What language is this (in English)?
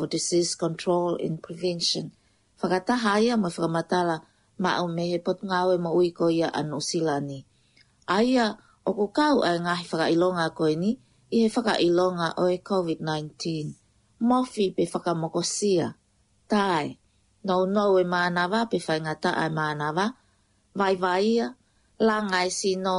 Tongan